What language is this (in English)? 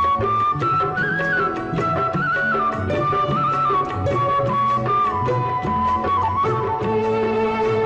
Tamil